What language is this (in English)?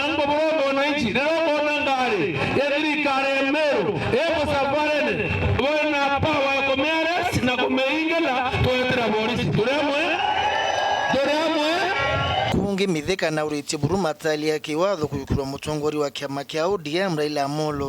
Meru